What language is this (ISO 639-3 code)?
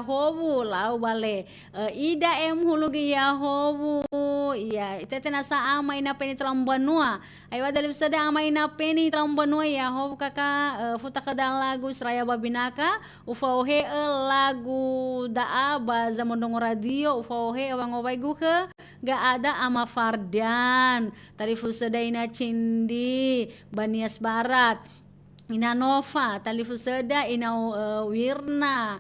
nia